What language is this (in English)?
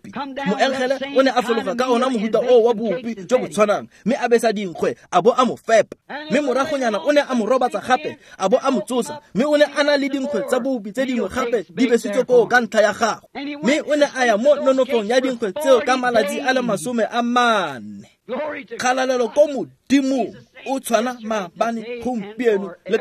Tswana